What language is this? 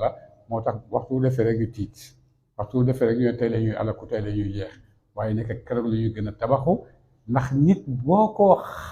Wolof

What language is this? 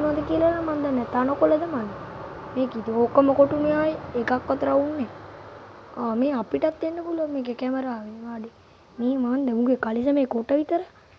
Sinhala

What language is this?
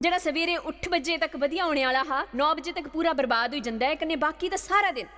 Dogri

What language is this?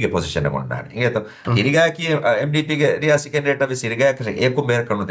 Divehi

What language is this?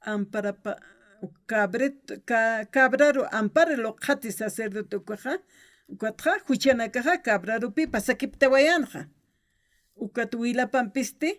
Aymara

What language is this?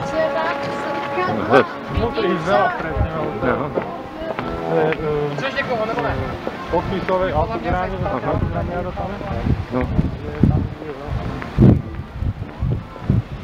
Slovak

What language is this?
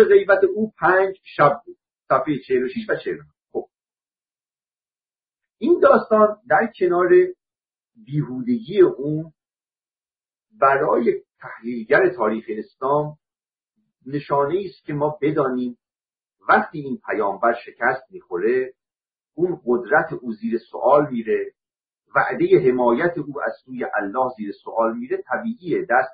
Persian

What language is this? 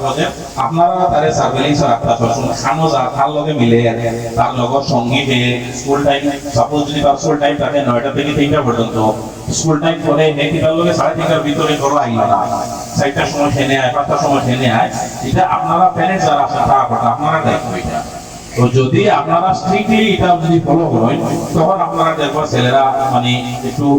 Sylheti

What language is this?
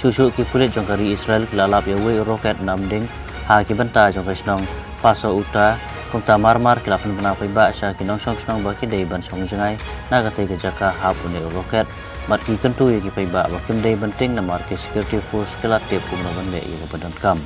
Khasi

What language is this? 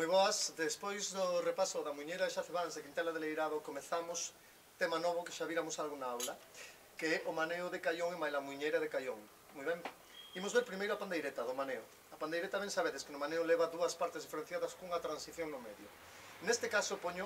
Galician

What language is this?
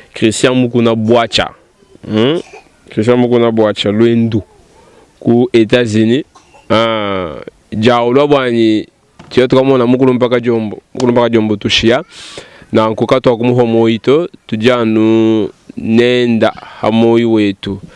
Luba-Lulua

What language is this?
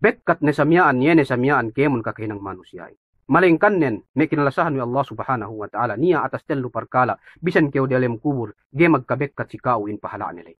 Yakan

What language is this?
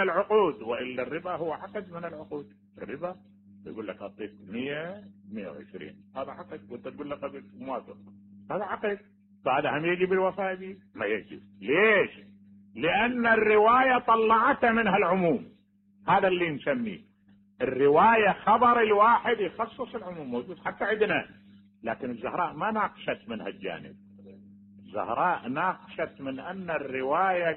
Mesopotamian Arabic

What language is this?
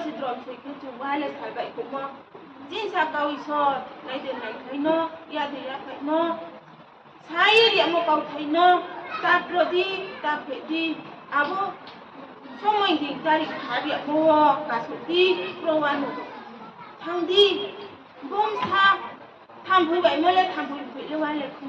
Riang (India)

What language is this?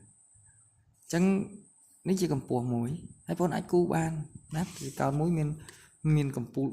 Khmer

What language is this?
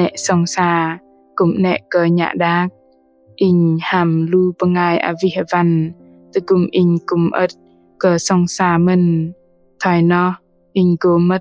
Bahnar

